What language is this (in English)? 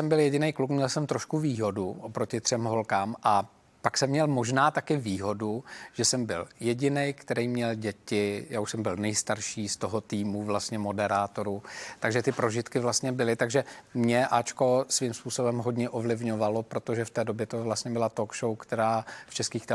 Czech